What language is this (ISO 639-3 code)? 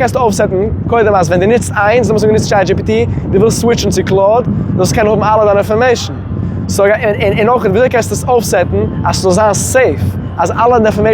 yid